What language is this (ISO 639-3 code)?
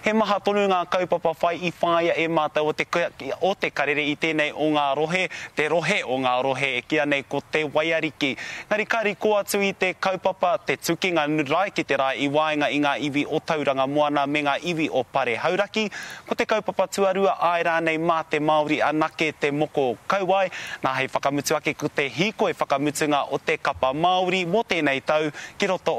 mri